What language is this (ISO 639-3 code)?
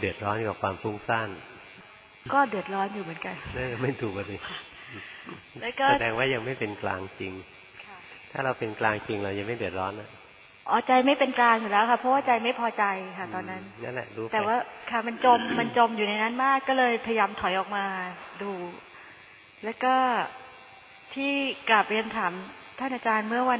tha